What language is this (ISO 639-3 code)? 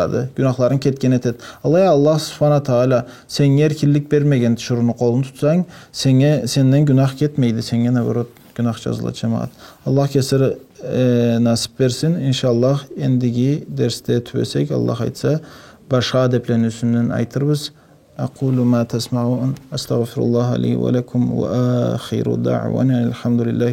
krc